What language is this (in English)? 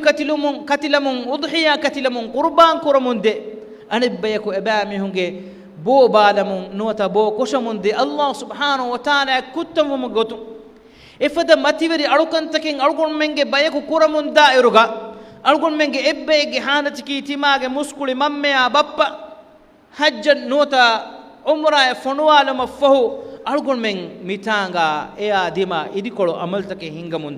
Divehi